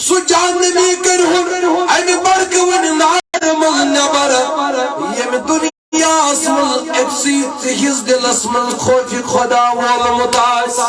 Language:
Kashmiri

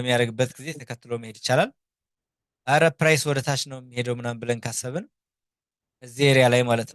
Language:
Amharic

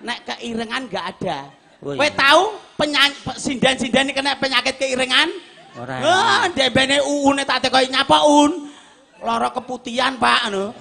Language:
Javanese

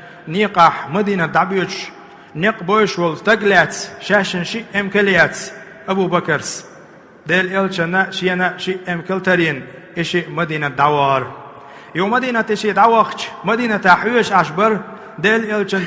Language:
Chechen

